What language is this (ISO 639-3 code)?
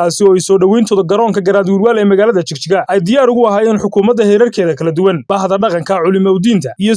som